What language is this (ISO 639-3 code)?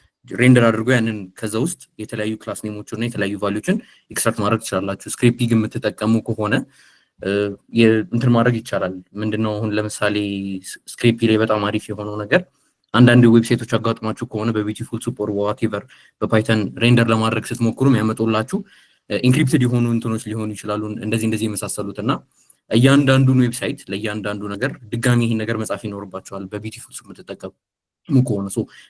amh